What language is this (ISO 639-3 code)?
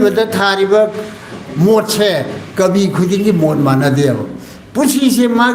mni